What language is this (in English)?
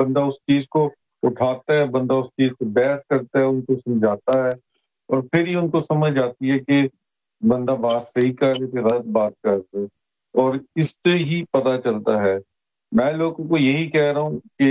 Urdu